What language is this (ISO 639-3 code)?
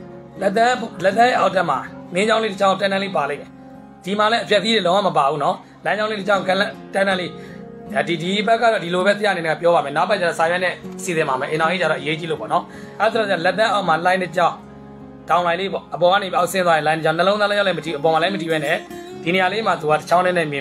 mya